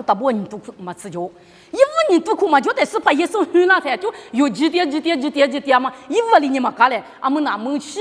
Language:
Lisu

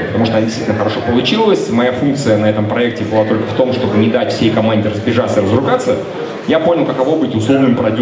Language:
Russian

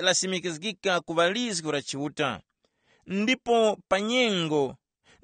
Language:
Tumbuka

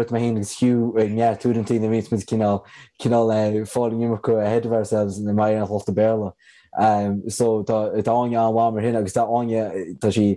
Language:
Irish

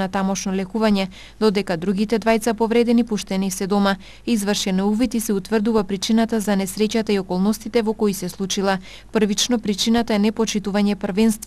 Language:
Macedonian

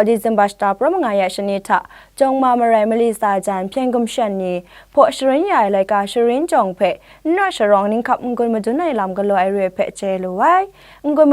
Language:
Kachin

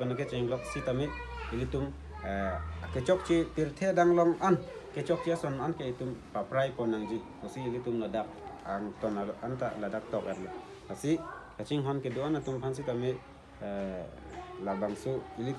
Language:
Karbi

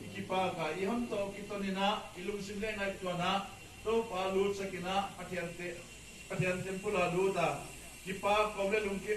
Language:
Paite Chin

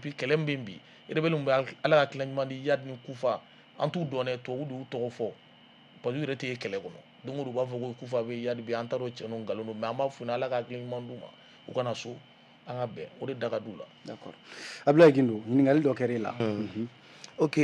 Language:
Bambara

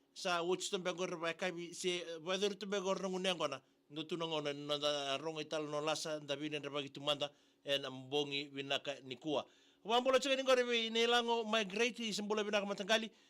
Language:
Fijian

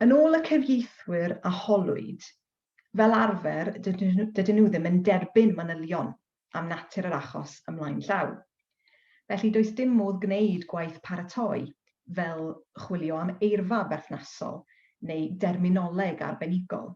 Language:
Welsh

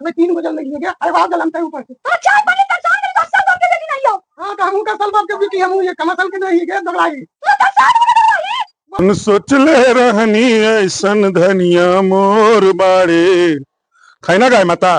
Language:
Magahi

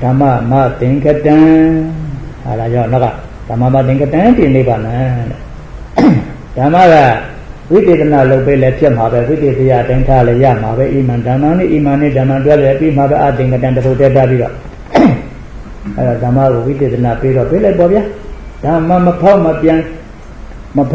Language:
Burmese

